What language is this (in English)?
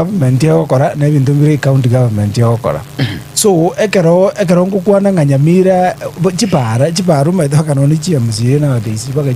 Gusii